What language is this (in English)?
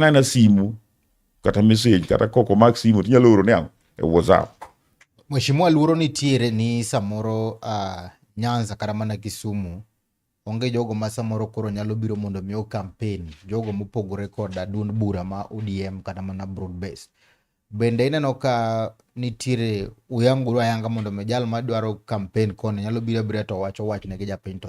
Luo (Kenya and Tanzania)